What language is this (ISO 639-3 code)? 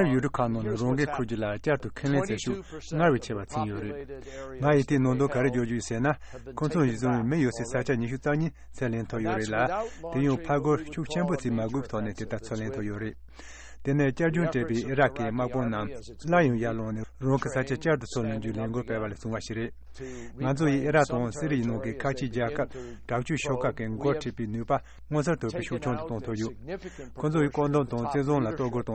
bod